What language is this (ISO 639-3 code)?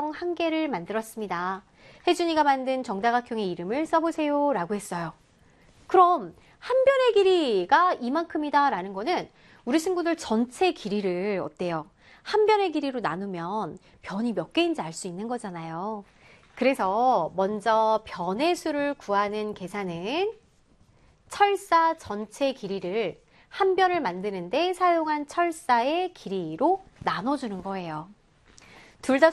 kor